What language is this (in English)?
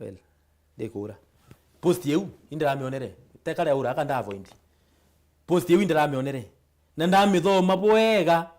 Meru